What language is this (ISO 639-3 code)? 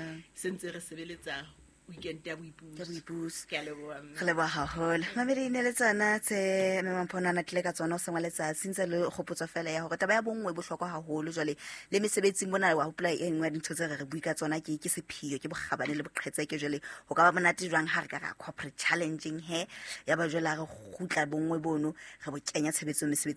sot